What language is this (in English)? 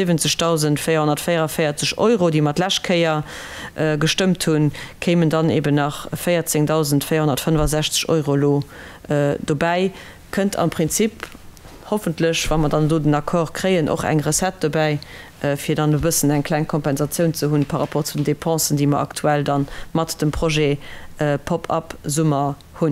Luxembourgish